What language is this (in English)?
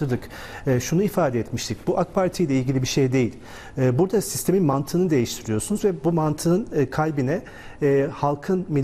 Turkish